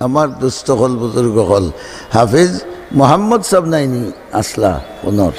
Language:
Sylheti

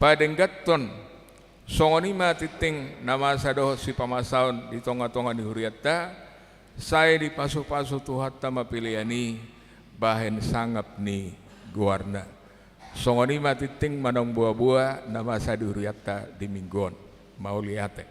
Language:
Batak Toba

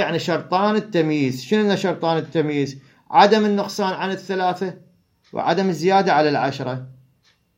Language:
Mesopotamian Arabic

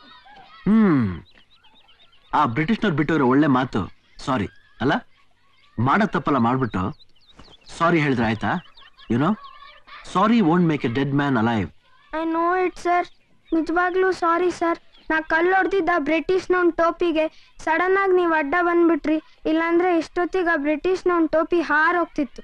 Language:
Kannada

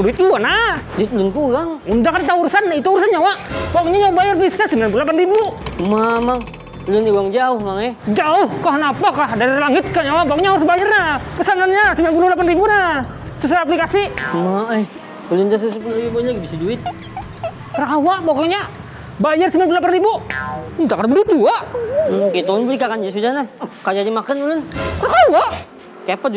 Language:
Banjar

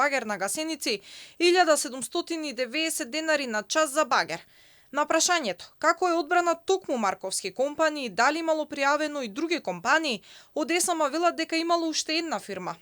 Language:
Macedonian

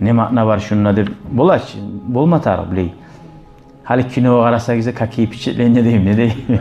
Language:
Kumyk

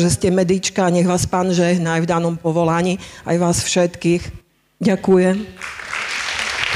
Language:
Slovak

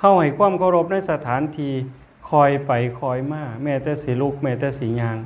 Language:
Northeastern Thai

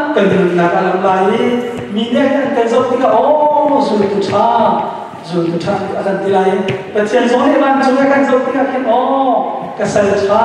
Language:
Hakha Chin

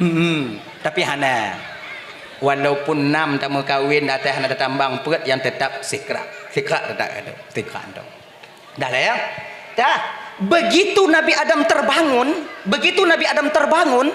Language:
Achinese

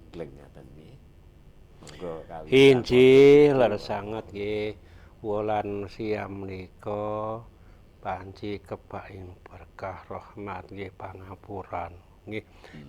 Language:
Javanese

